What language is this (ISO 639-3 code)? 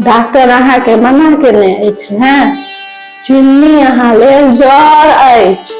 mai